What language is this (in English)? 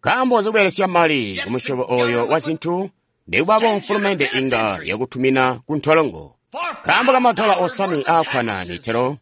Tonga (Zambia)